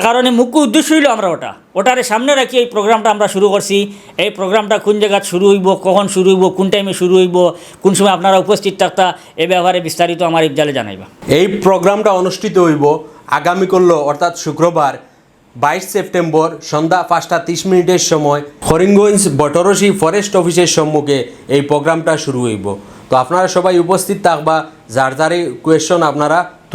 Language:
Sylheti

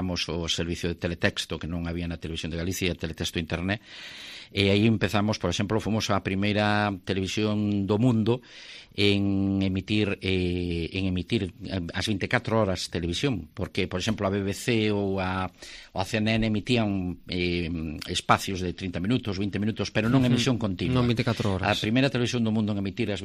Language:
Galician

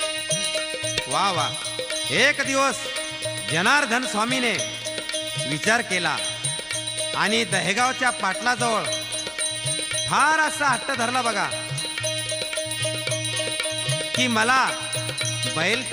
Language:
Marathi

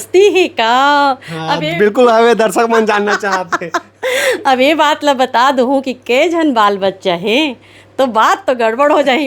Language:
Chhattisgarhi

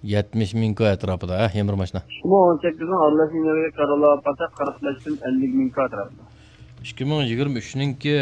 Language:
Uyghur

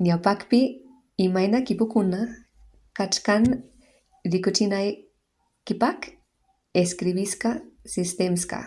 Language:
Quechua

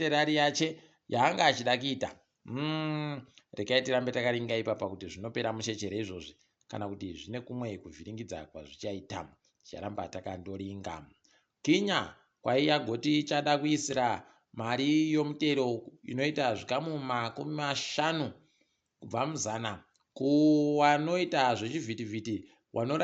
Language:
Ndau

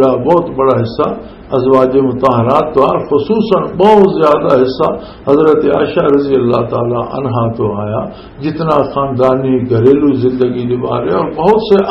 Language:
Western Panjabi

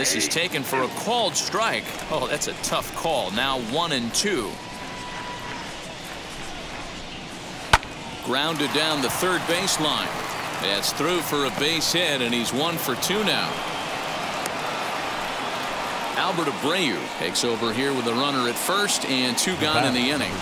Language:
English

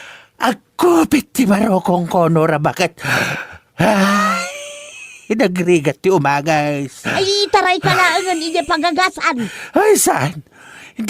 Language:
Iloko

